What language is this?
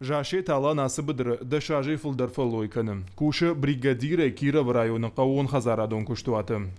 Ossetic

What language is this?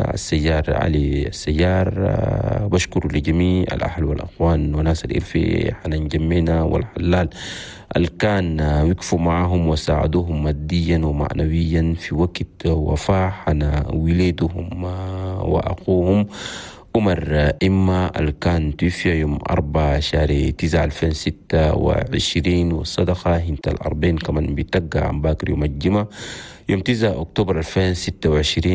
Chadian Arabic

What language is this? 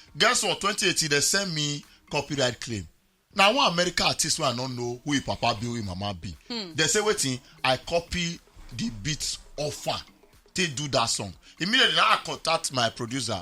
Nigerian Pidgin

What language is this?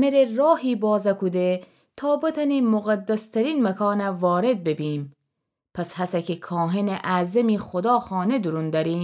Gilaki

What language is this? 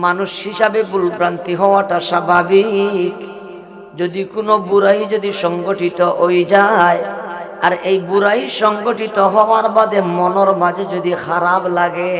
Sylheti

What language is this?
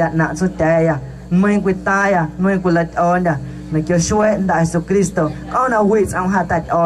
Guerrero Amuzgo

